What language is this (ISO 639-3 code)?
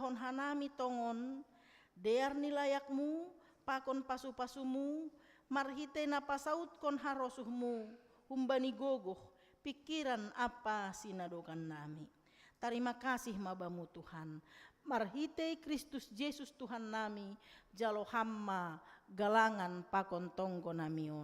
bts